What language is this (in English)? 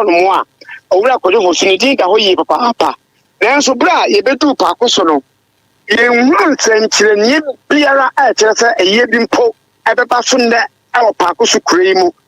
Akan